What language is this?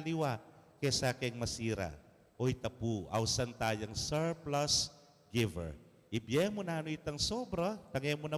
Pampanga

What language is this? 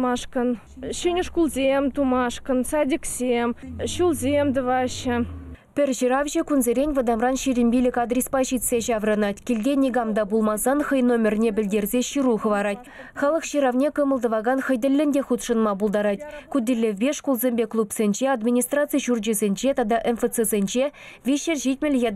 Chuvash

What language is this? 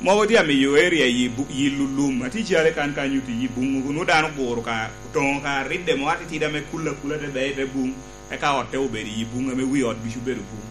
Lango (Uganda)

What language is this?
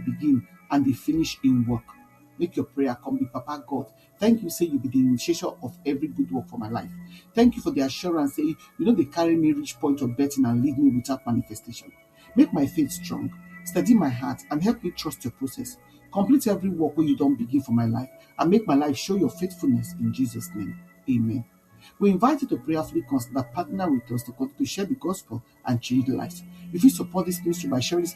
Nigerian Pidgin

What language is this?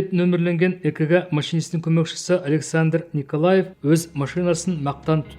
Kazakh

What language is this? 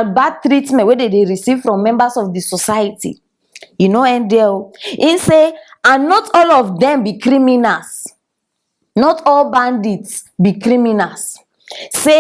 Nigerian Pidgin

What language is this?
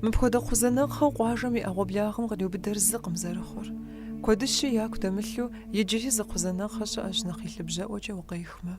Kabardian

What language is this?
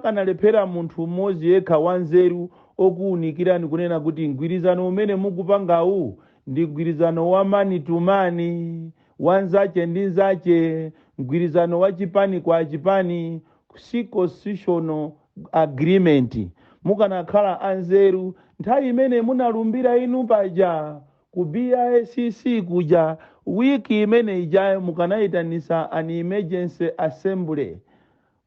Nyanja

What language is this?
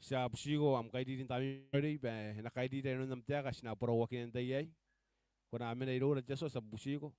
Gilbertese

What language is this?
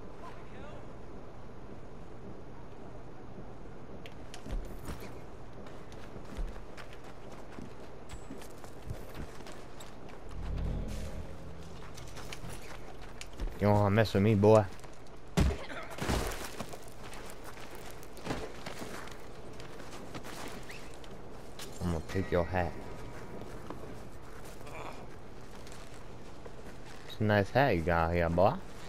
English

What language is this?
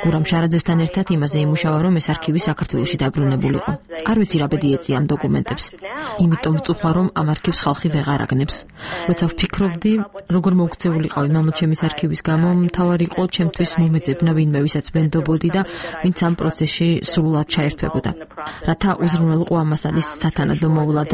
Georgian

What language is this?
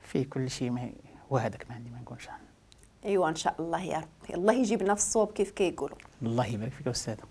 Moroccan Arabic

